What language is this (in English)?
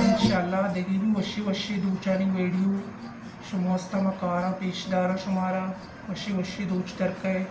Baluchi